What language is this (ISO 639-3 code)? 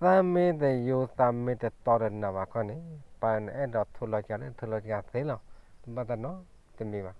ksw